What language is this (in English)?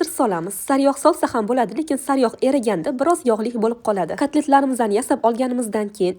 Uzbek